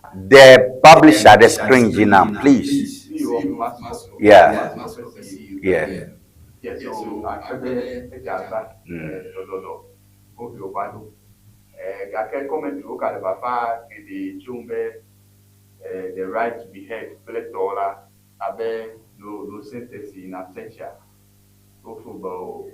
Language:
Ewe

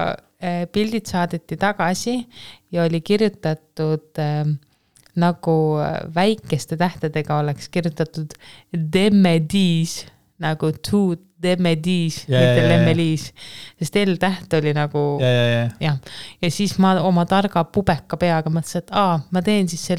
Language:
Estonian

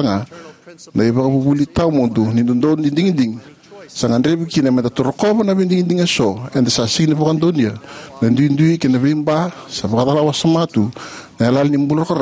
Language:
Fijian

